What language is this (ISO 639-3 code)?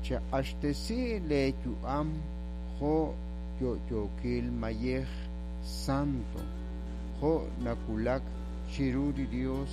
kek